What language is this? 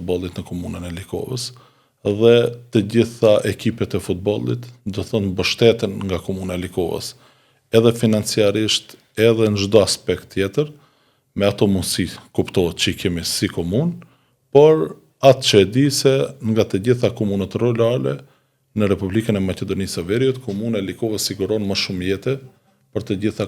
Albanian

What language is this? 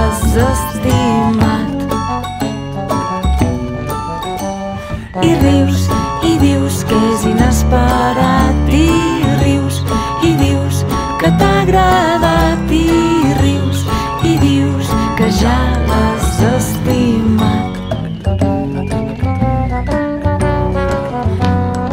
Catalan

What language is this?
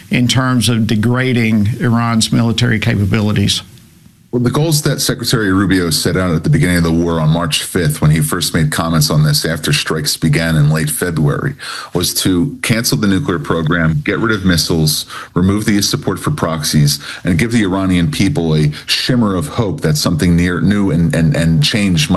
English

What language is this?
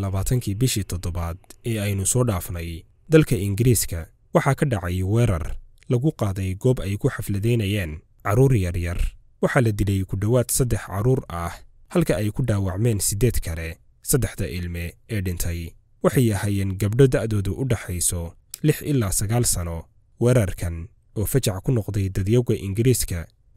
Somali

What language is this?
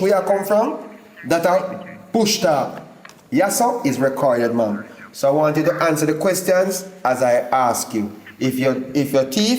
Jamaican Creole English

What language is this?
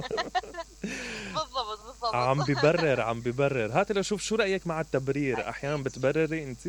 Mesopotamian Arabic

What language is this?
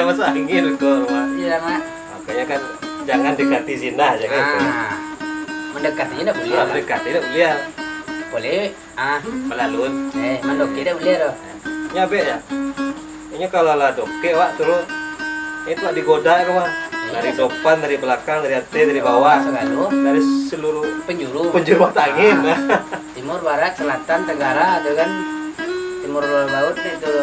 Minangkabau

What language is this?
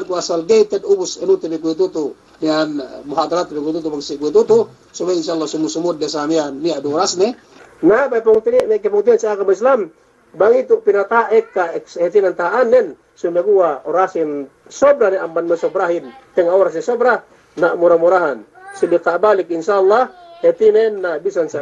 Yakan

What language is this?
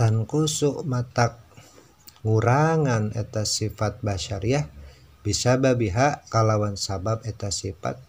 Sundanese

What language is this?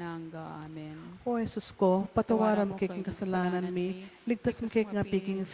Pampanga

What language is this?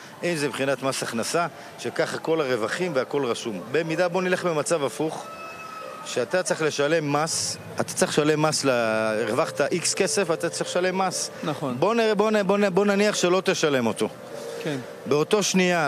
Hebrew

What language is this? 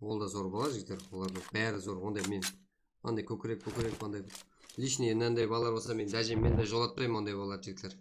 Kara-Kalpak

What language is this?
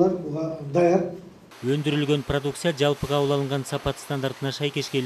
Kyrgyz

